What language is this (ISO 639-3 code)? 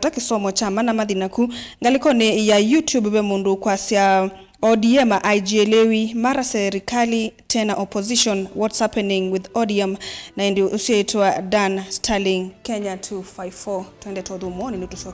kam